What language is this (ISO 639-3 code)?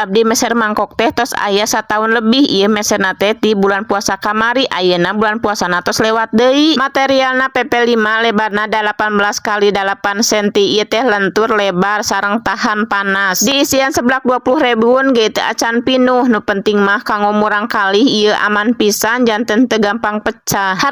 sun